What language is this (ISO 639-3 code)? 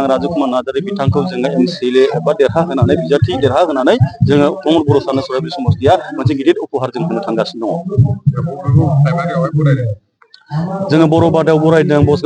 brx